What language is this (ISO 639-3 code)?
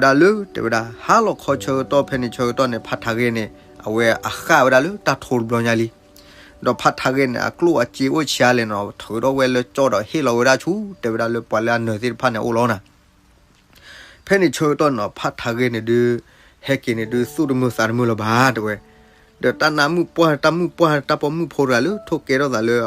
ksw